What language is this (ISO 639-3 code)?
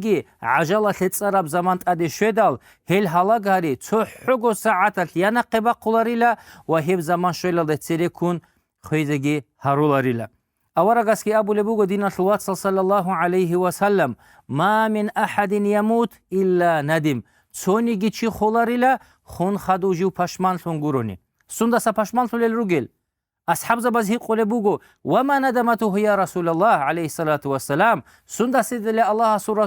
ava